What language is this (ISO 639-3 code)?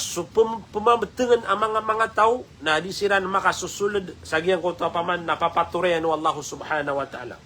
mrw